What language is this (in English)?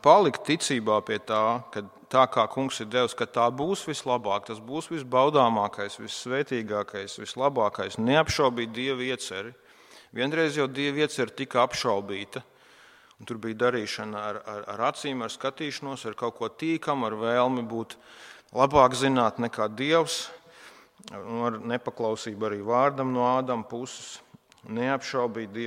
Latvian